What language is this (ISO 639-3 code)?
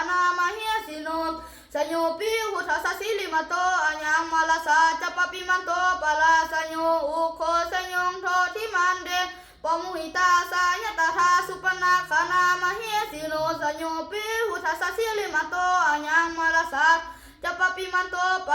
pli